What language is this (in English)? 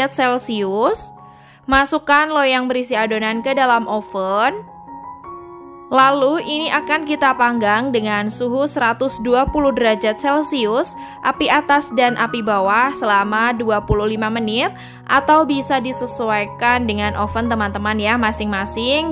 Indonesian